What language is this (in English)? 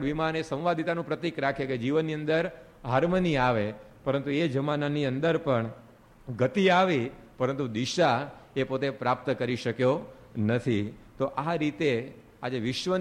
Gujarati